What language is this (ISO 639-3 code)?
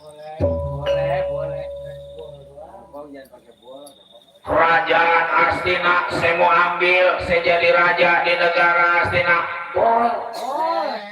bew